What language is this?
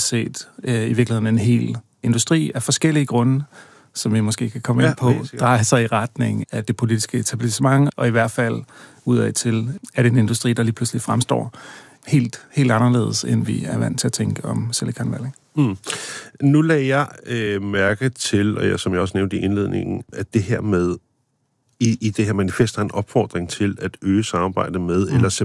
Danish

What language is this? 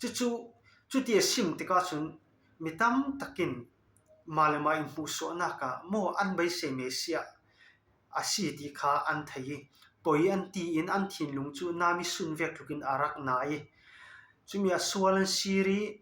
Falam Chin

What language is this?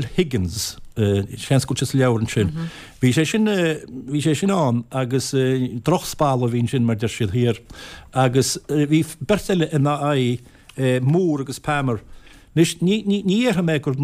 Irish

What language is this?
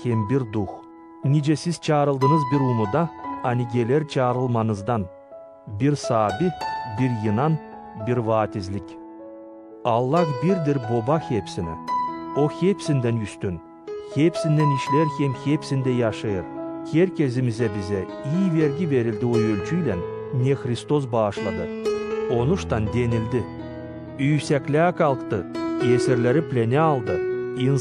Gagauz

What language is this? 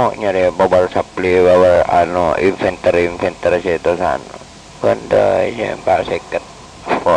Madurese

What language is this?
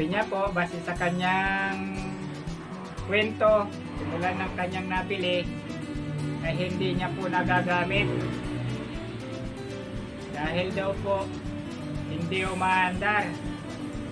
Filipino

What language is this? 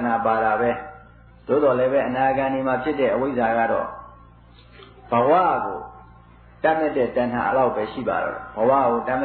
Burmese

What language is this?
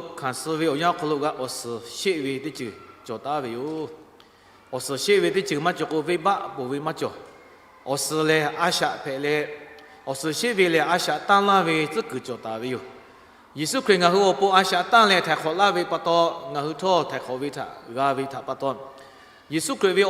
Lahu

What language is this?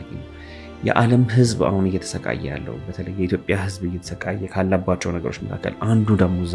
Amharic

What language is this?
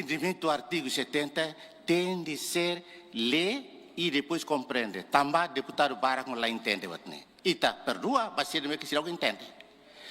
Tetum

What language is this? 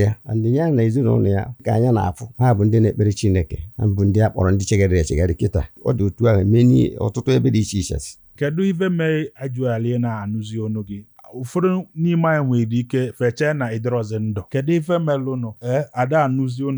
Igbo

